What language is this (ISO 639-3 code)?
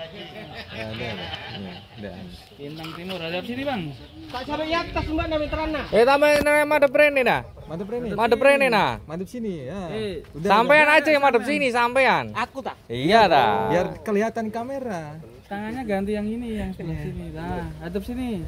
ind